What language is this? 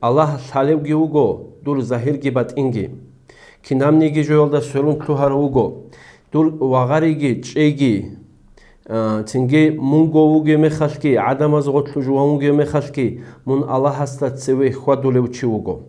Avaric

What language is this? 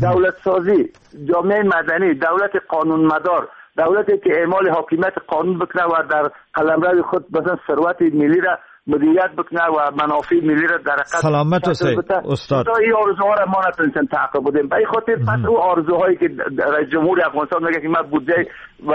Persian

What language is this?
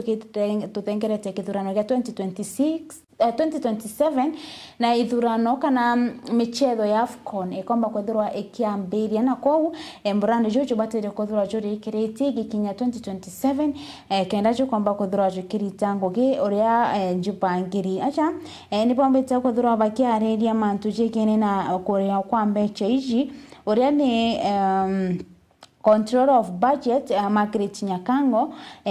Meru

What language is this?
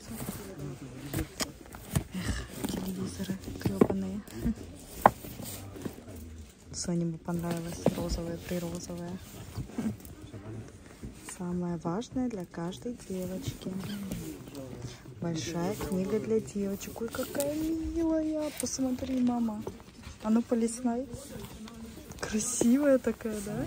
Russian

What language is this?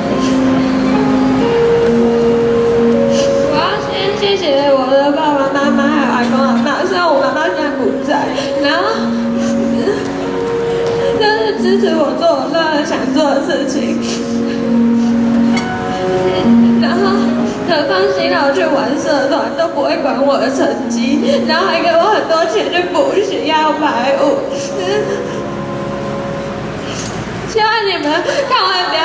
Chinese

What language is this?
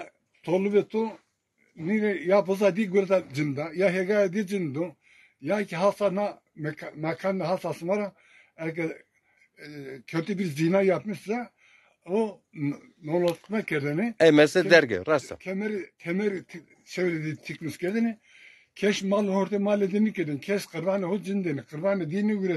Zaza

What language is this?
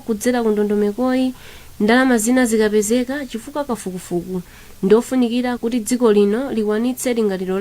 Nyanja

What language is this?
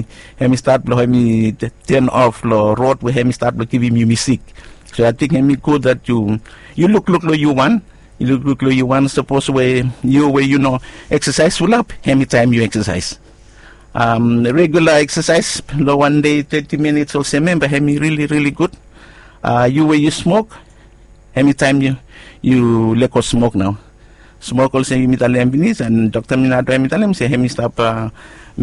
Bislama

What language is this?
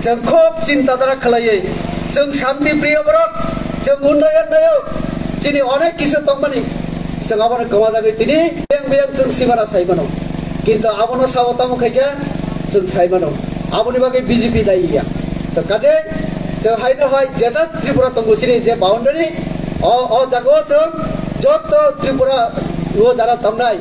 Kok Borok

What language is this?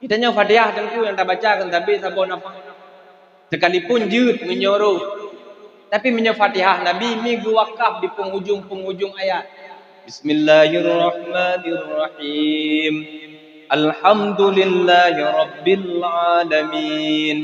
Achinese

